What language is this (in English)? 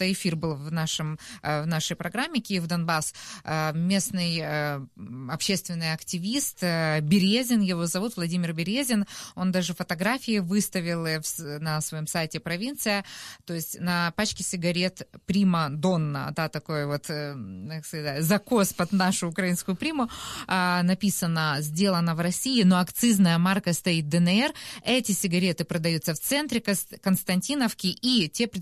Russian